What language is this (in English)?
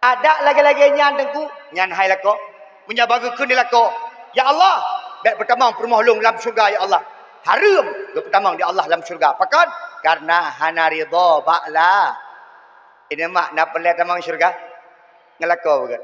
Achinese